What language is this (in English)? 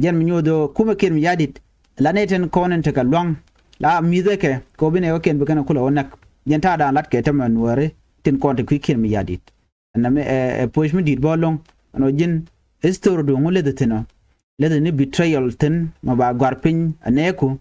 Nuer